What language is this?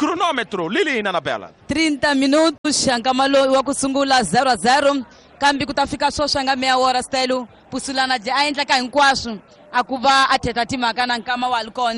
Tsonga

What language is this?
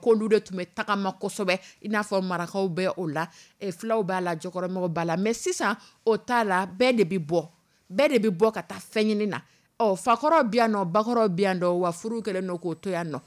Dyula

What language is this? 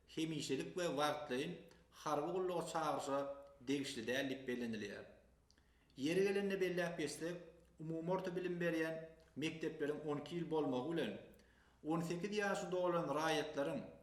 Turkmen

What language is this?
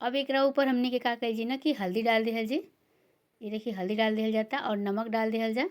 Bhojpuri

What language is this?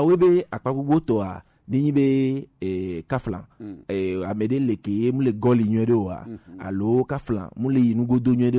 Gen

